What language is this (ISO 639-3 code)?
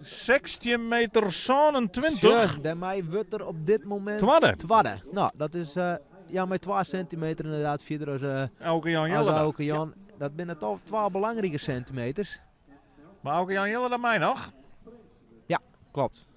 fry